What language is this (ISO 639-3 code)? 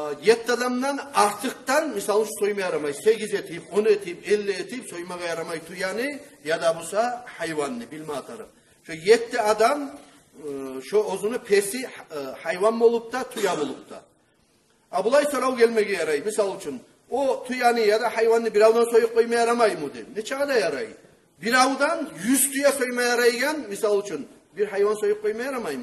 kum